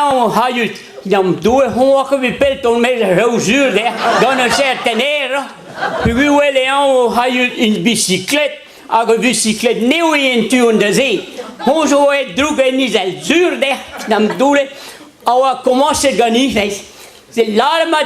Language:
Breton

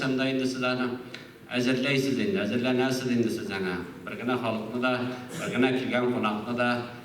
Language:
Tatar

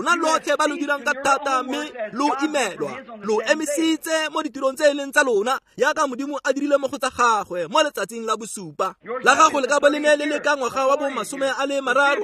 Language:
Tswana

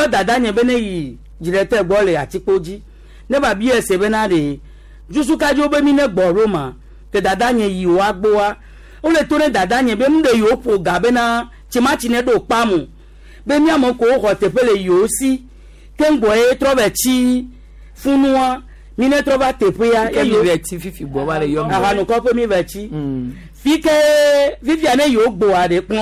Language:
Gen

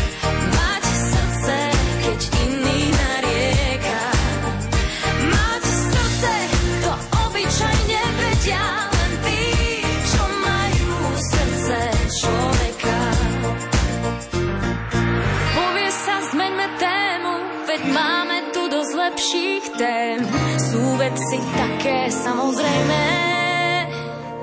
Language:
Slovak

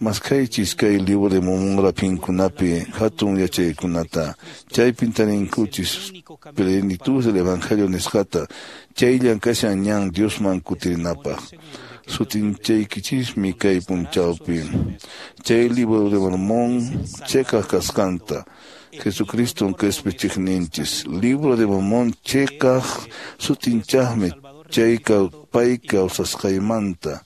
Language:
Quechua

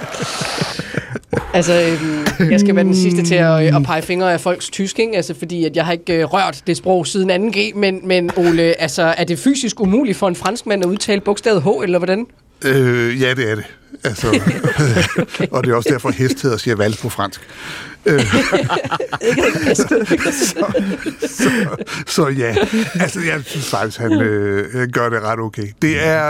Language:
Danish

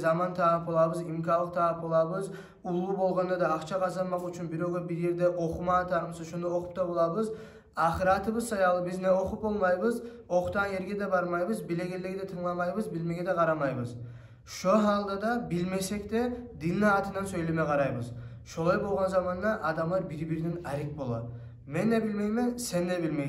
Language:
Kumyk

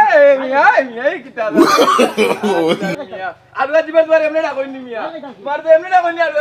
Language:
Sylheti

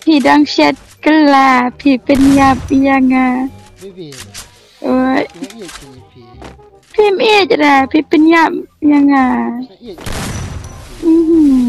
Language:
Khasi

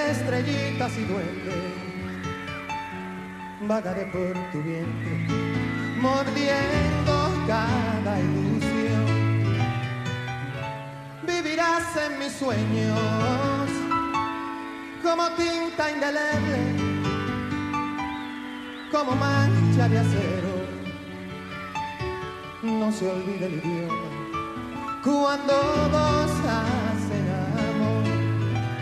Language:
Spanish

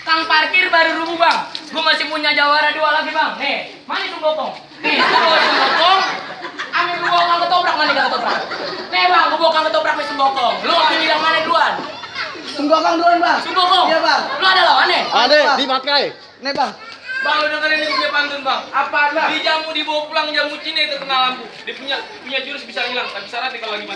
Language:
Betawi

